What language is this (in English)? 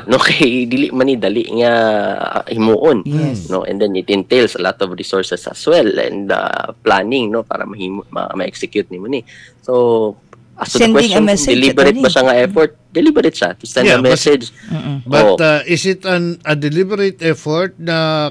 Cebuano